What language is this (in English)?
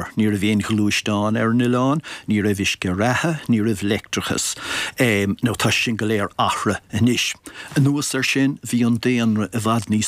Irish